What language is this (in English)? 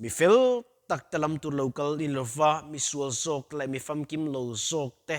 Mizo